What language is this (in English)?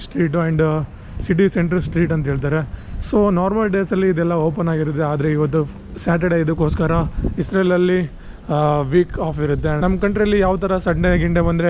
Kannada